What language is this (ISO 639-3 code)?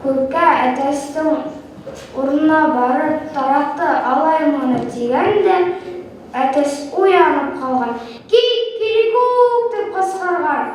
bak